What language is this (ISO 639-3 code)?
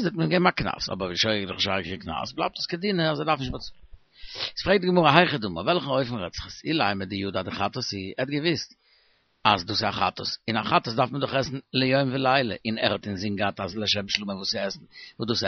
yid